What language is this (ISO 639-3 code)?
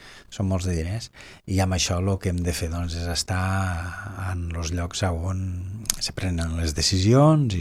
cat